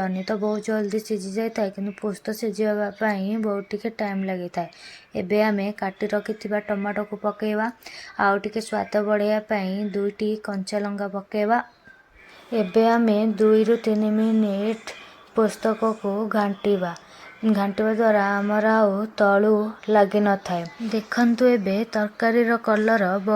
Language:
Odia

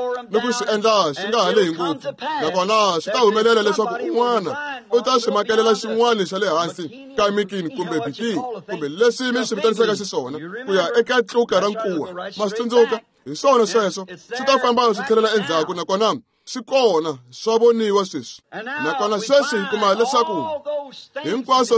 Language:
Tsonga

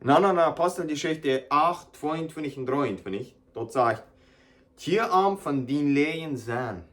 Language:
Plautdietsch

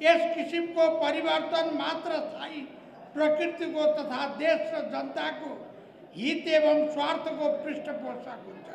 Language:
Nepali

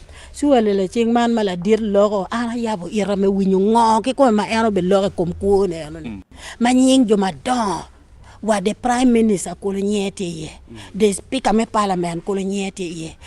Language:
Acoli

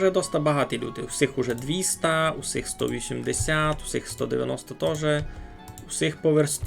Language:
Rusyn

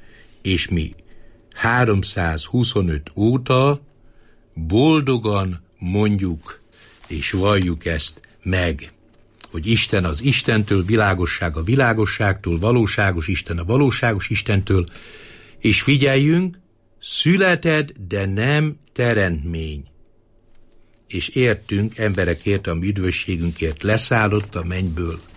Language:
Hungarian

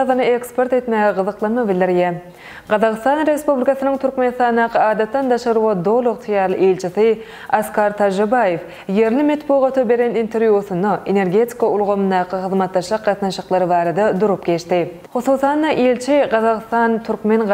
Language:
Turkmen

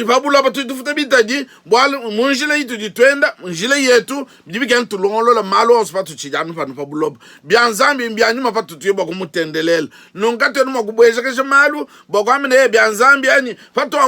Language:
Luba-Lulua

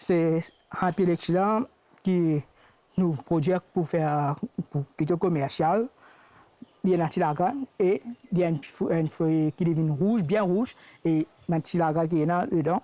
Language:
Morisyen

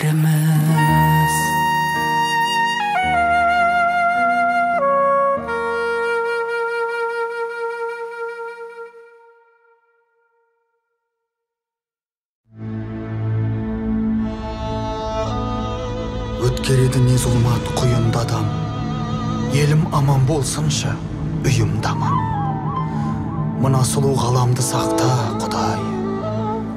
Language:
Kazakh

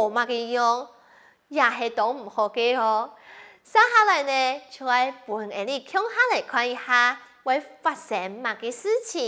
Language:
Hakka Chinese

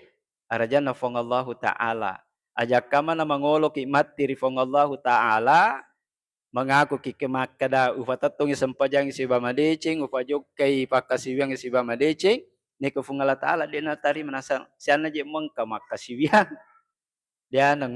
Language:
Buginese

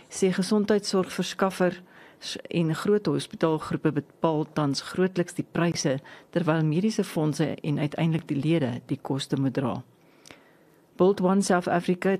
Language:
Afrikaans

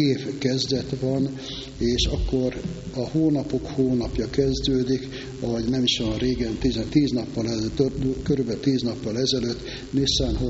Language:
Hungarian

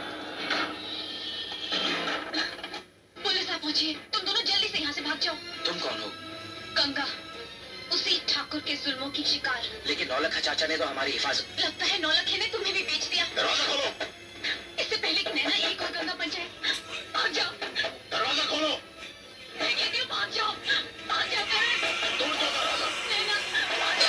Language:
Hindi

